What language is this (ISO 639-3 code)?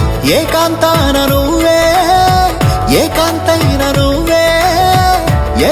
tel